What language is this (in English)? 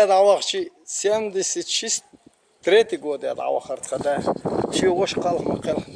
Chechen